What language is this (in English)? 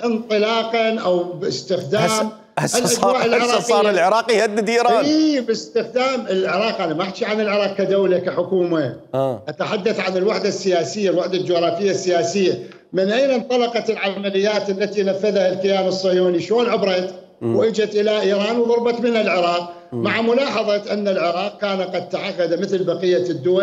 Mesopotamian Arabic